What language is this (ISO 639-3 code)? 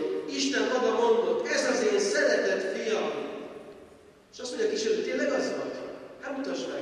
hun